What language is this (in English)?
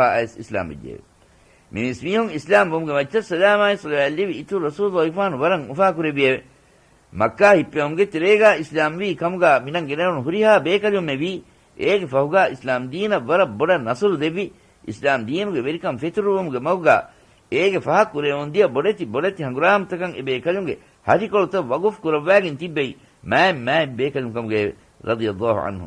Divehi